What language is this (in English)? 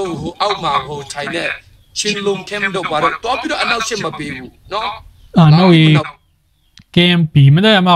Tedim Chin